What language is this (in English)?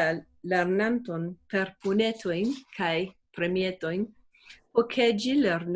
Esperanto